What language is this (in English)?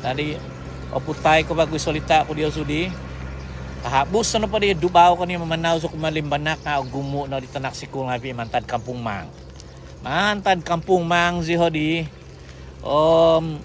Central Dusun